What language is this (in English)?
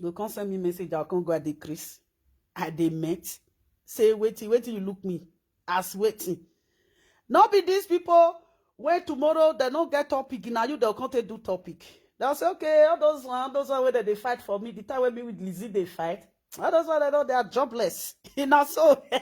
Nigerian Pidgin